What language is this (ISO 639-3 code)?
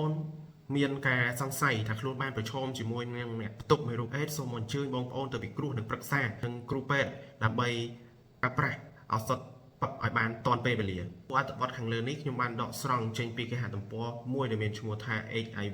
khm